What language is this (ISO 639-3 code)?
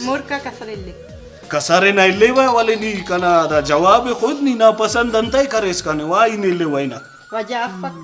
brh